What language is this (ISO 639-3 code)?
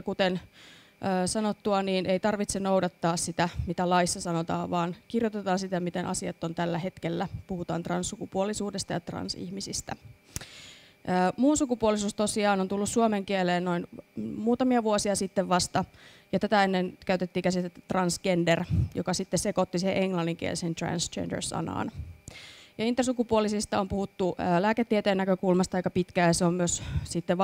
fin